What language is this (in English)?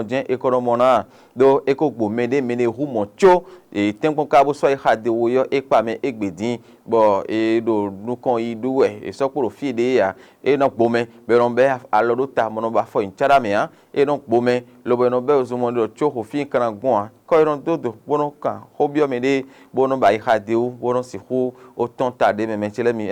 Fon